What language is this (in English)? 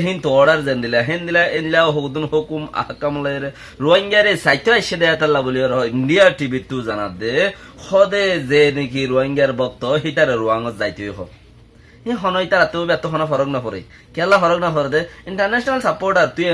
Rohingya